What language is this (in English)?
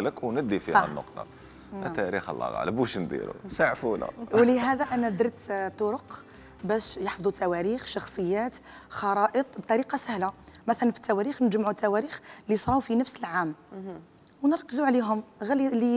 Algerian Arabic